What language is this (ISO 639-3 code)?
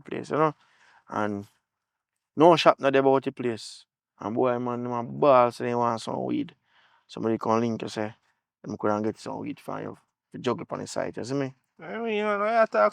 jam